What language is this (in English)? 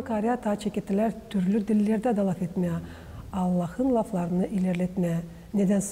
Gagauz